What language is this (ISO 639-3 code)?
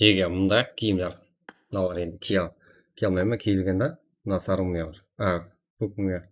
kaa